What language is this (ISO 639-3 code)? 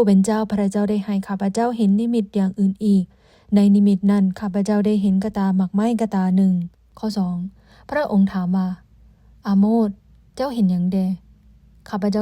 lao